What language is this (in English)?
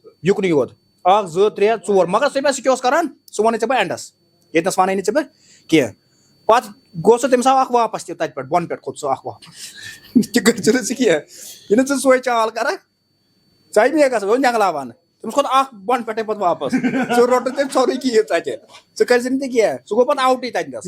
Kashmiri